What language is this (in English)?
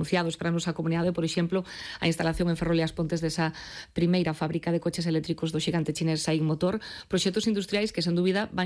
Galician